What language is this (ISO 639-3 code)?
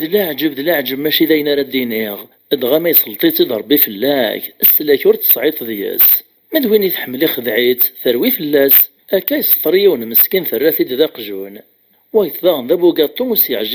kab